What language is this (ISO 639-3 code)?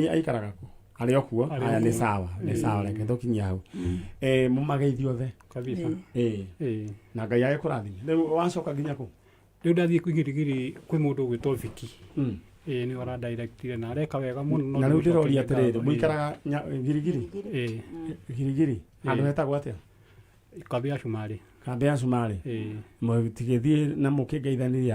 kik